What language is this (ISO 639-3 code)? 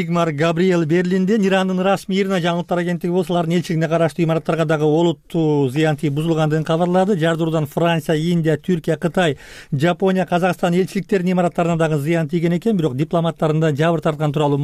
kir